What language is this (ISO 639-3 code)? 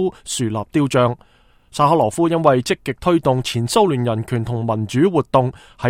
yue